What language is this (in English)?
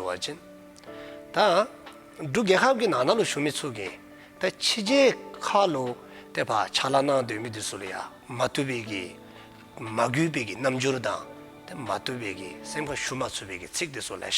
Dzongkha